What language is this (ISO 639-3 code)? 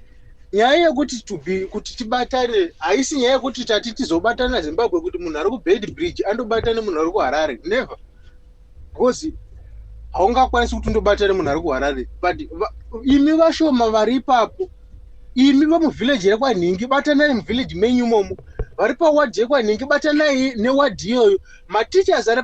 sna